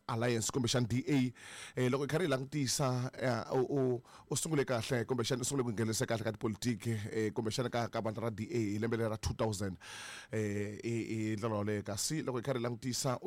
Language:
Tsonga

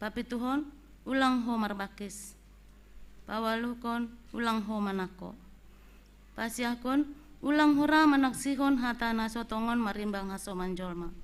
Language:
Batak Simalungun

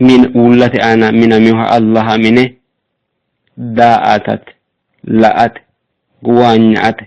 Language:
Sidamo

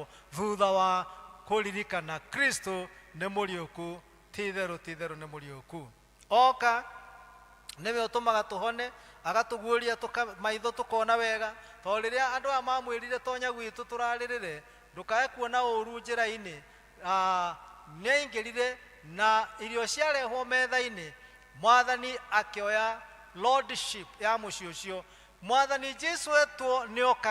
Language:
Kikuyu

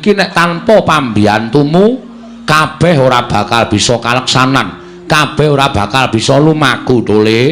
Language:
Javanese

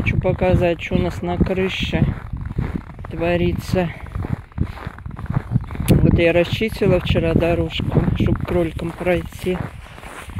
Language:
Russian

